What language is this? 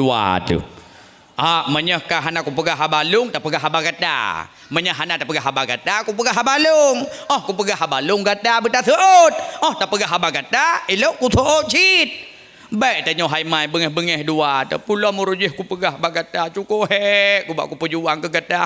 Achinese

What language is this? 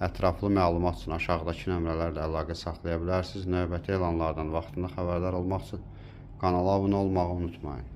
Azerbaijani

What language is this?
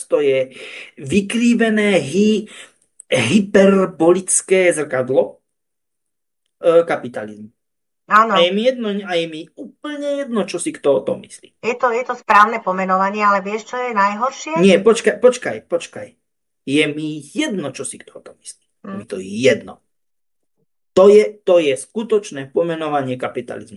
Slovak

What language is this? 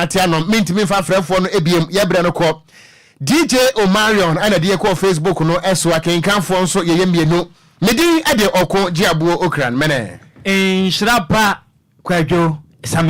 Akan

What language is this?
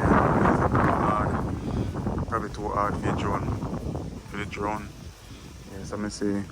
Jamaican Creole English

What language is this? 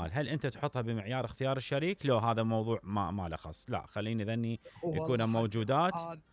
Mesopotamian Arabic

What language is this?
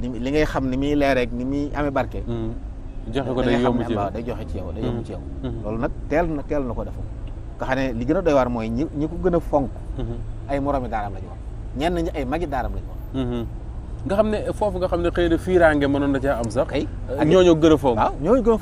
Wolof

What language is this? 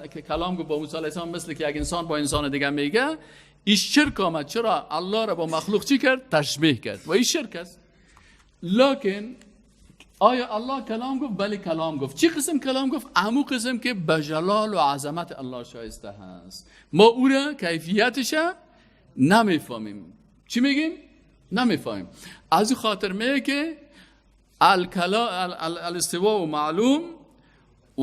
Persian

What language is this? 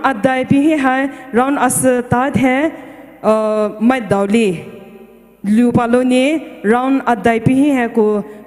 Poumei Naga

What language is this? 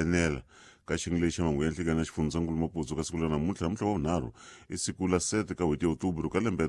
Tsonga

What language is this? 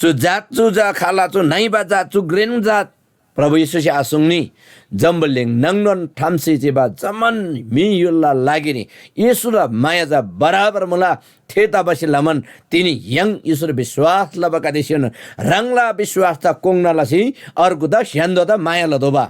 Eastern Tamang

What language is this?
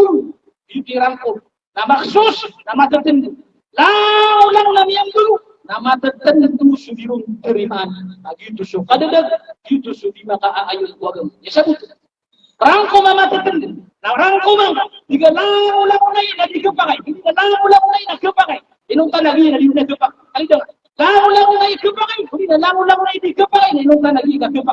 Maranao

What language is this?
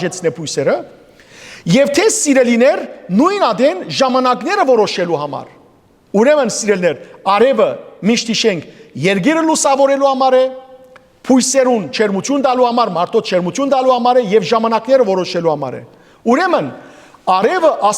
Western Armenian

